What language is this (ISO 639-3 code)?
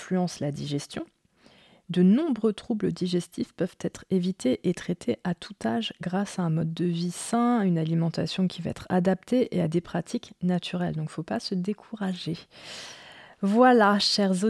fra